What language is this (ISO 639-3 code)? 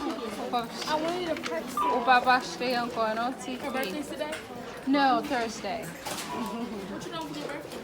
hat